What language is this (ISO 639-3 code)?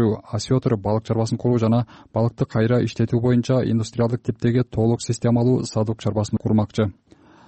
kir